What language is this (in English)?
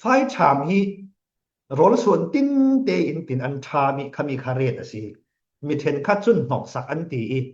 Falam Chin